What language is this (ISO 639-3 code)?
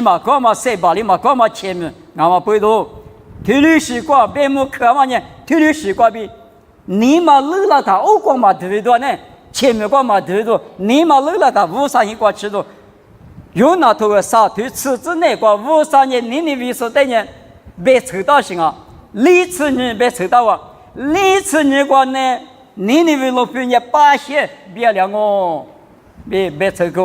lis